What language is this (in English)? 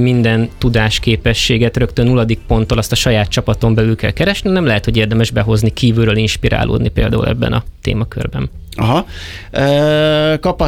Hungarian